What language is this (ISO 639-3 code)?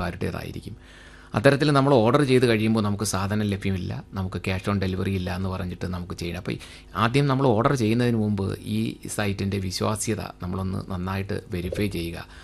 mal